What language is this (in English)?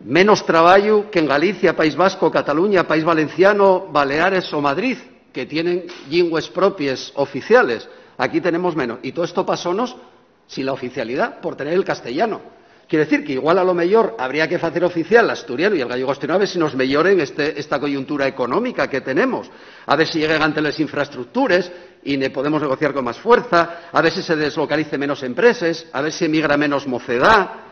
Asturian